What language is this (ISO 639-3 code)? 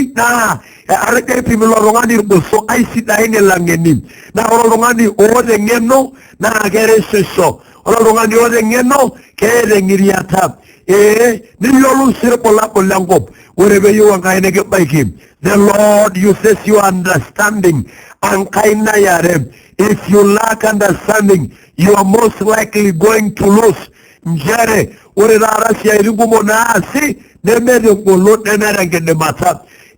mas